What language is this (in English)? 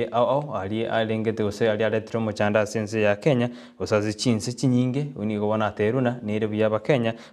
Gusii